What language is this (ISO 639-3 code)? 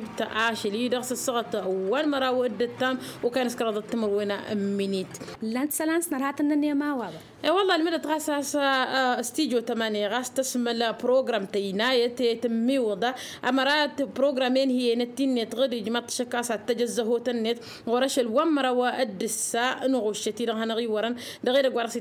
taq